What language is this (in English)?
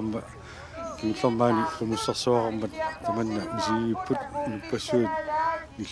Kalaallisut